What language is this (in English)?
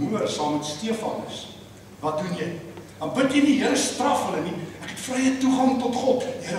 Afrikaans